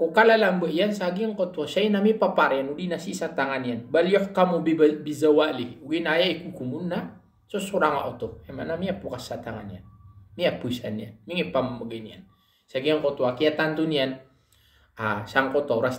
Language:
Maranao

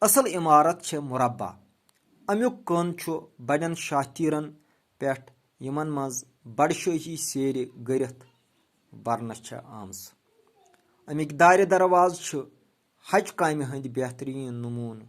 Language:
Kashmiri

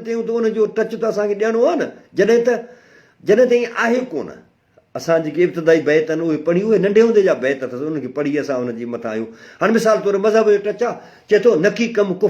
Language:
Sindhi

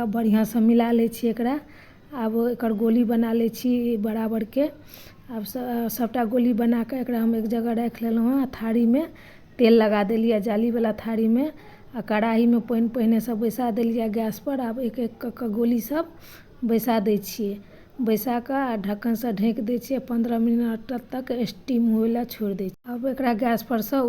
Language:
Maithili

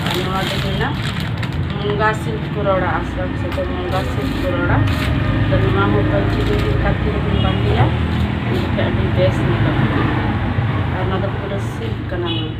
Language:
Santali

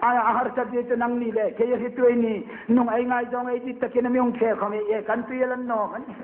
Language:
Hmar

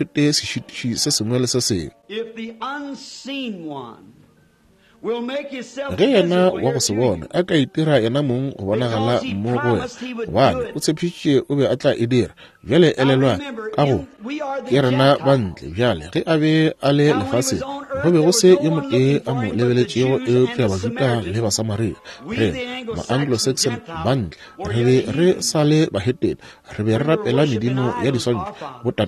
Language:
Northern Sotho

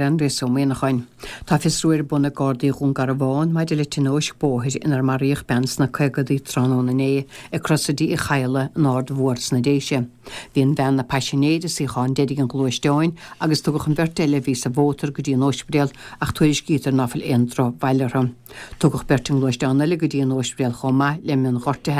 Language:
Irish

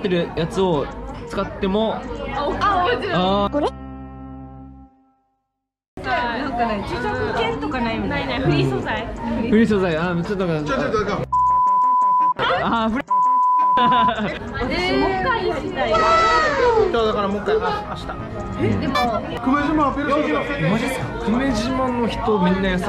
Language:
Japanese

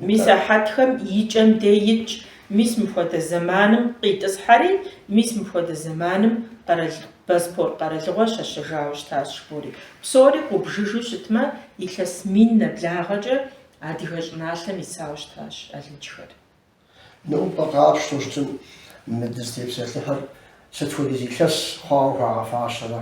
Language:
Kabardian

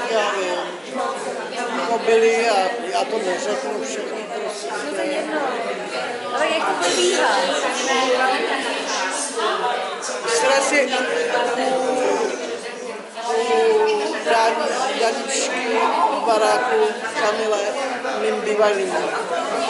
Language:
Czech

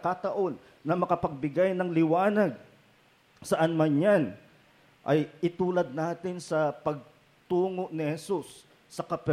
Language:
Filipino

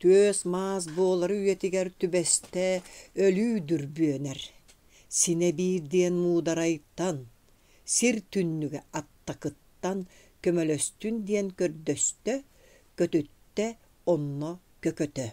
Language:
Yakut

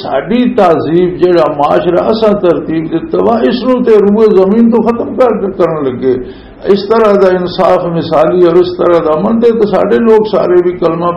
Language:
Western Panjabi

